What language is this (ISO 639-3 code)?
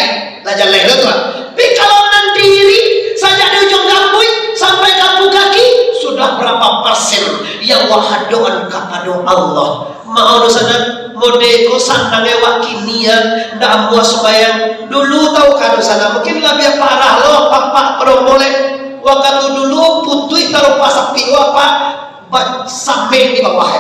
min